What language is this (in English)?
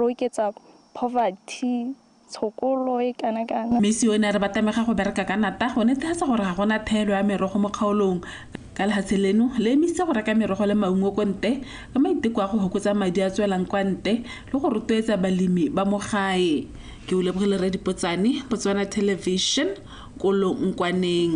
Tswana